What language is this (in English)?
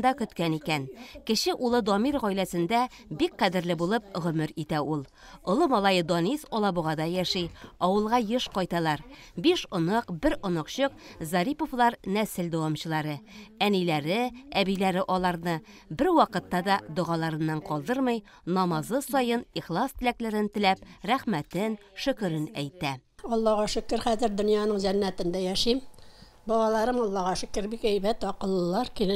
Tatar